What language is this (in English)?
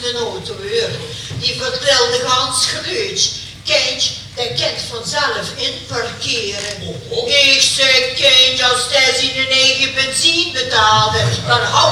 Limburgish